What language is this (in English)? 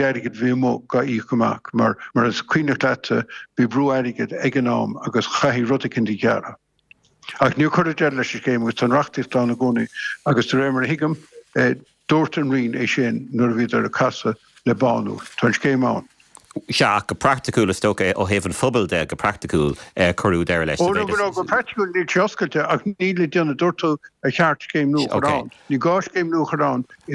Irish